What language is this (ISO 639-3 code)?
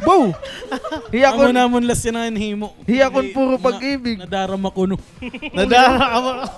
war